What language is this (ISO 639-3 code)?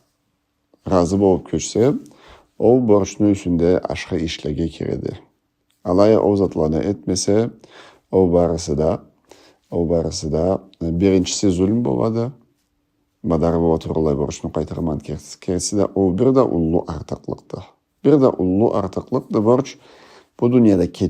krc